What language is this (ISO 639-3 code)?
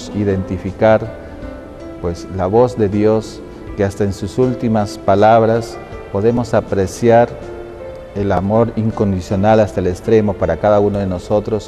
spa